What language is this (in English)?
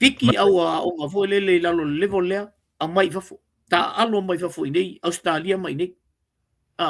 Samoan